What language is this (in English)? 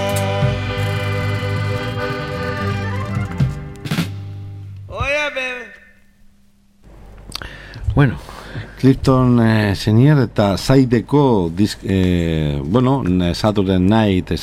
Basque